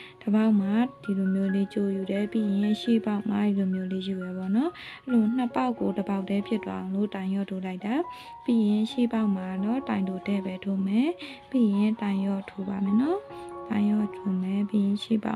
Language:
Burmese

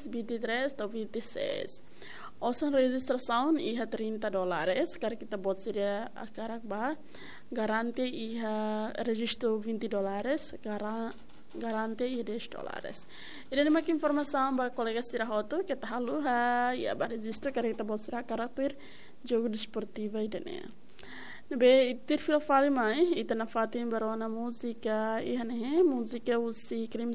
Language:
Tetum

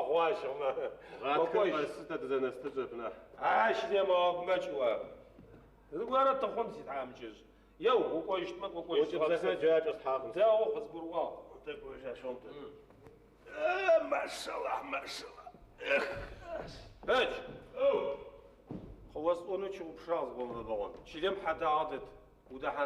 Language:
Adyghe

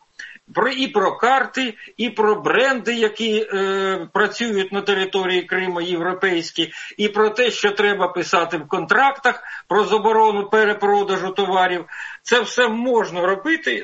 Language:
Ukrainian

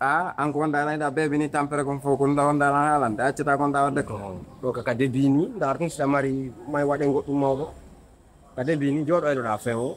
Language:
Pular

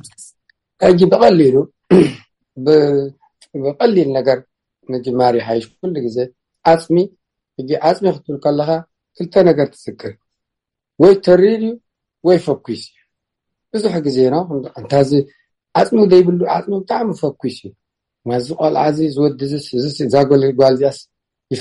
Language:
Tigrinya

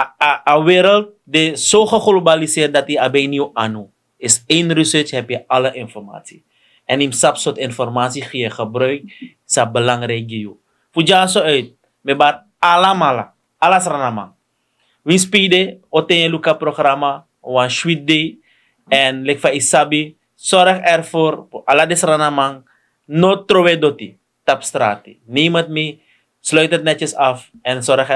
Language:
Sranan Tongo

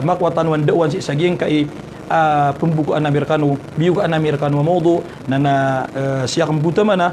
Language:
Maranao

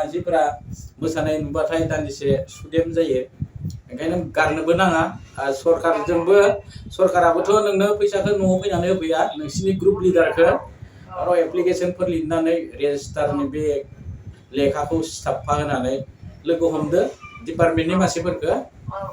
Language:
Bodo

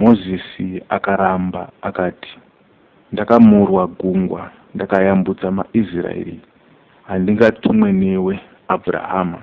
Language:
Shona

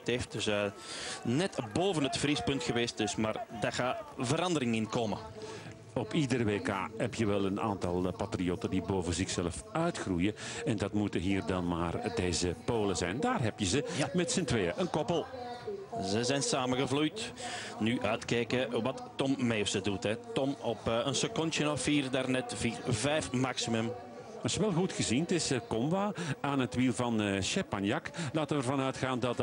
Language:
Dutch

